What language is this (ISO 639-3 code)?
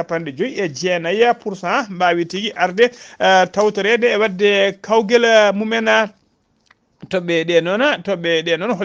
ful